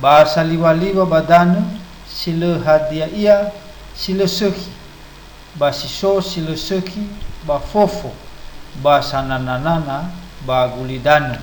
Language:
Nias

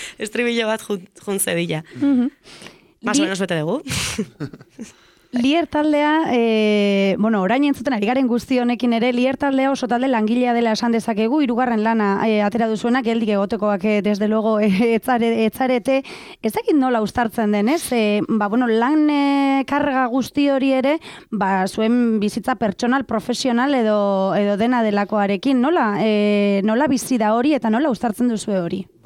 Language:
Basque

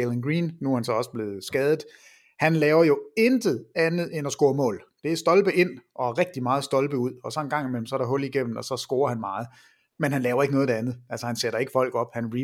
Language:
Danish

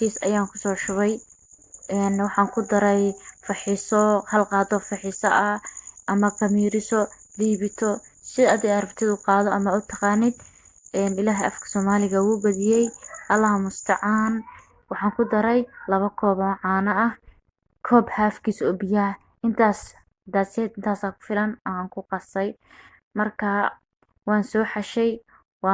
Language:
Somali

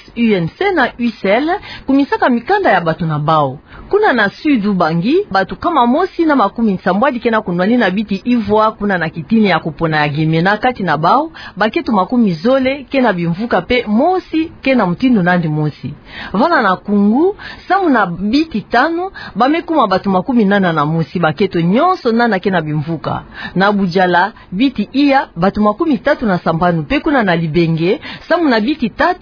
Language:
Kituba (Democratic Republic of Congo)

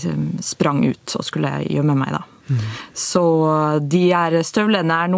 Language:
Swedish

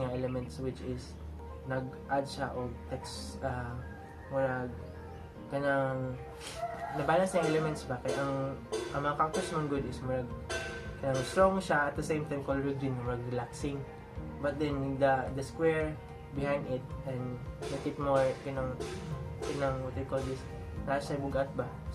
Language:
Cebuano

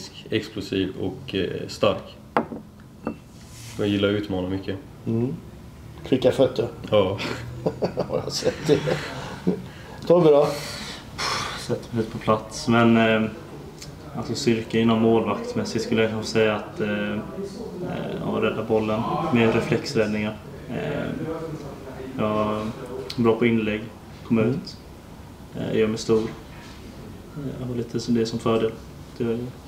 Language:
Swedish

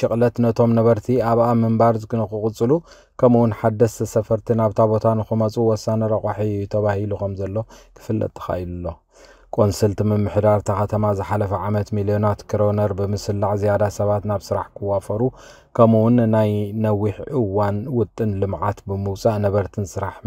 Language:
Tigrinya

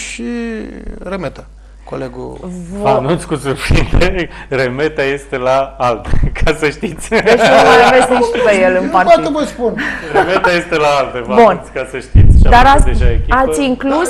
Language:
Romanian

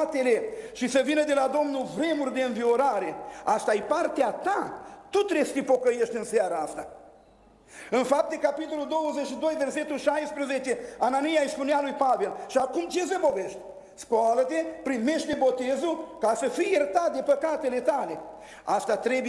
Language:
Romanian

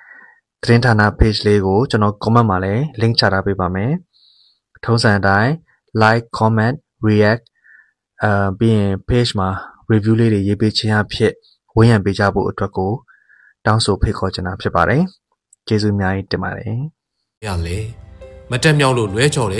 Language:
Burmese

